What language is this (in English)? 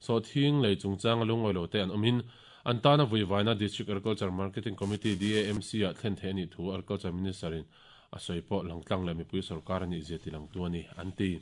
Mizo